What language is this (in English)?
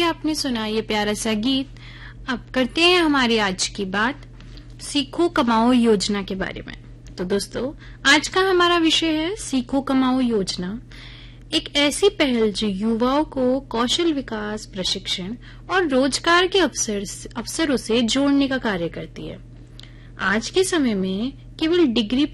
Hindi